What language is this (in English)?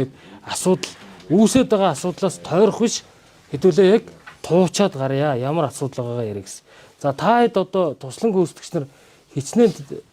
Mongolian